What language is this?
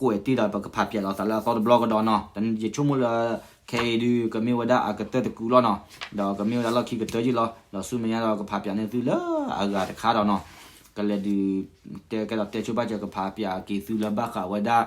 S'gaw Karen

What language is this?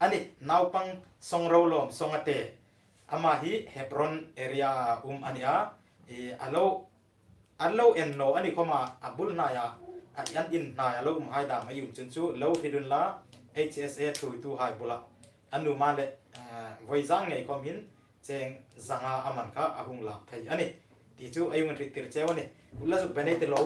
Hmar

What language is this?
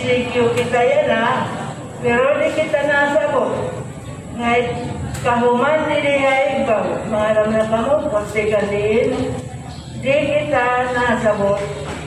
Waray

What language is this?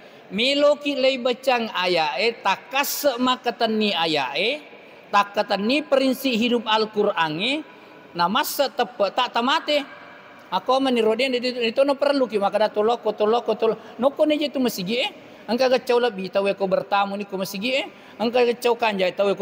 Buginese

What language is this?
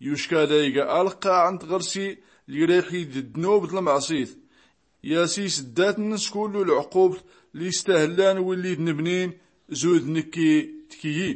Tachelhit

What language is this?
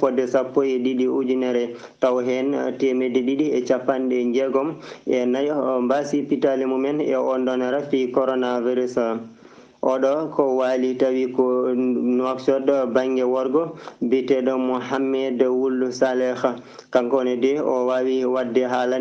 Fula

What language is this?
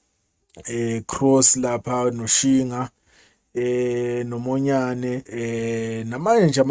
Zulu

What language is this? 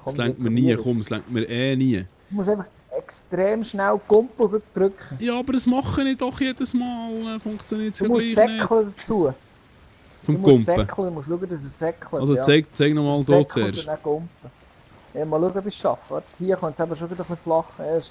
Swiss German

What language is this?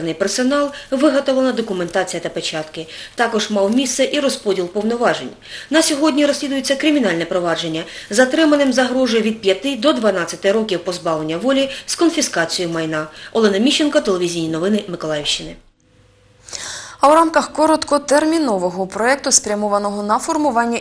Ukrainian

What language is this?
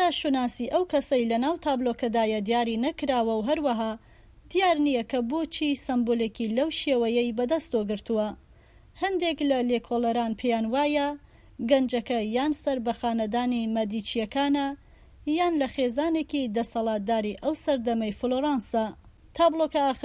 Central Kurdish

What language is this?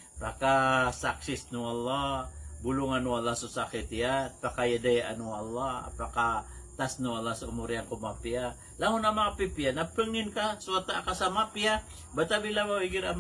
Maranao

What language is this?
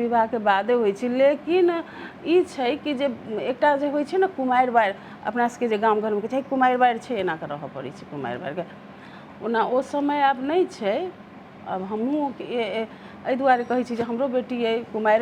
Maithili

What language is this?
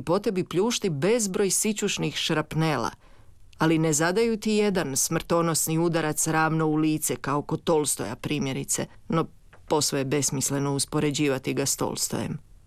Croatian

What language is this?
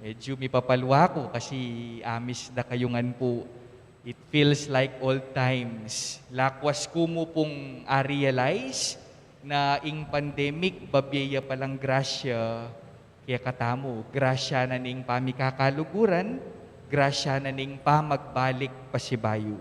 Pampanga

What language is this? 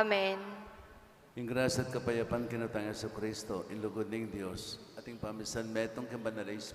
Pampanga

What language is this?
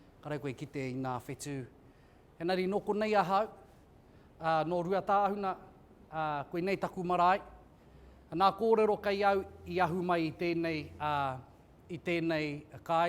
Māori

